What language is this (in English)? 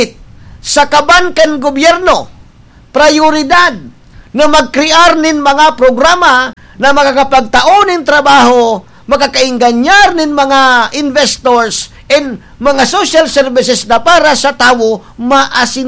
Bikol